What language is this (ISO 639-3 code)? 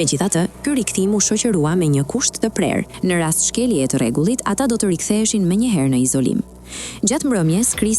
sqi